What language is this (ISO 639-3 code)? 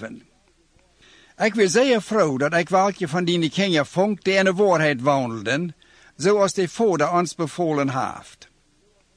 pdt